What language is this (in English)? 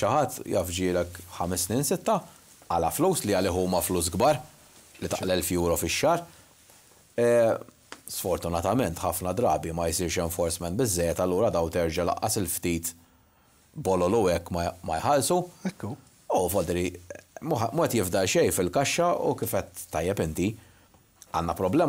Maltese